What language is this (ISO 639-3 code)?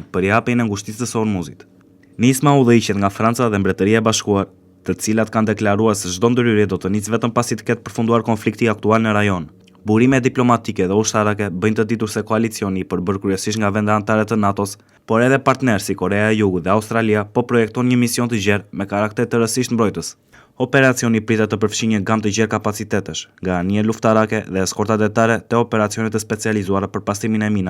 sqi